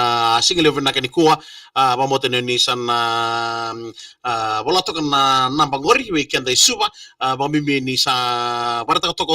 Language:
Fijian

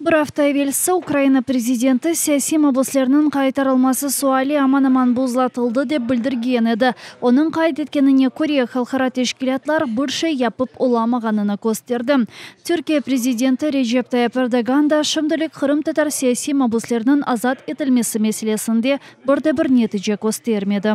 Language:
Crimean Tatar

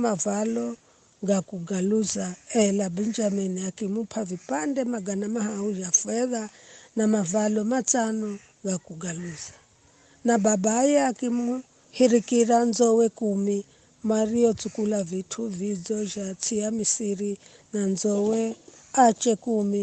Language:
Giryama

